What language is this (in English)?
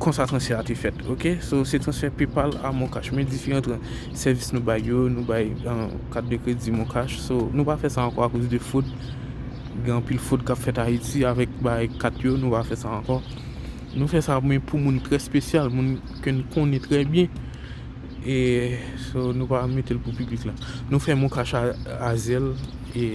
Haitian Creole